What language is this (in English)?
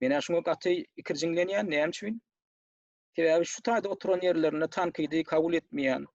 Turkmen